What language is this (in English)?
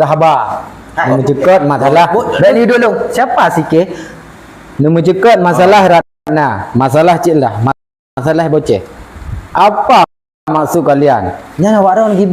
Achinese